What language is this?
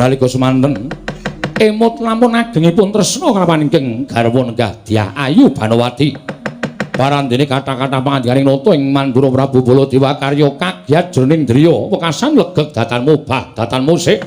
Javanese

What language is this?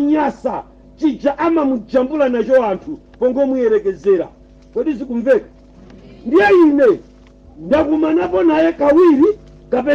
Nyanja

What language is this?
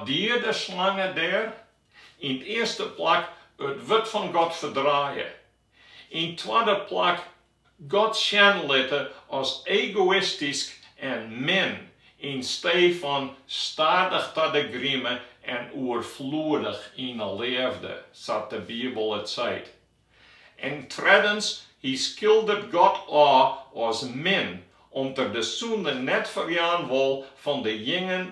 Western Frisian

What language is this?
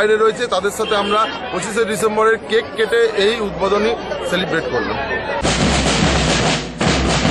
Bangla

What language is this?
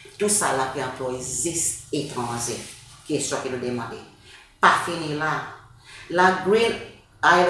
Seselwa Creole French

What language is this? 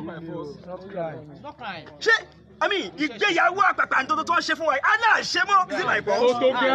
Yoruba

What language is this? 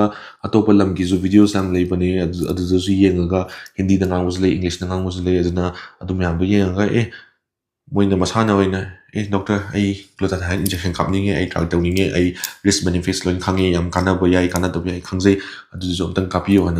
Manipuri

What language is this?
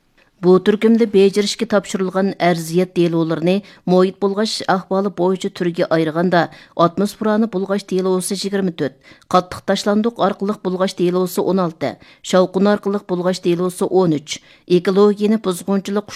Uyghur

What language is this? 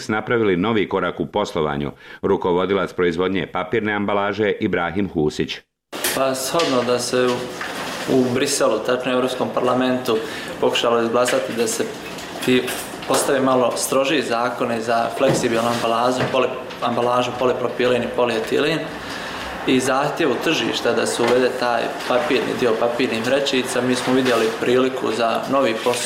Bosnian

